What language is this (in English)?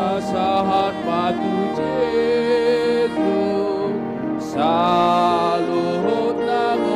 Batak Toba